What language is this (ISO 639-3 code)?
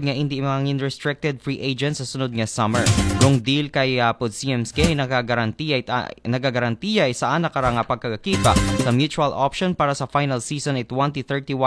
akl